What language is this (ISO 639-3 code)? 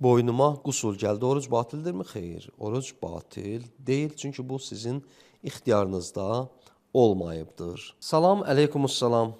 aze